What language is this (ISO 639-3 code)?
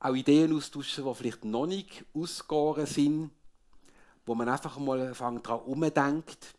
gsw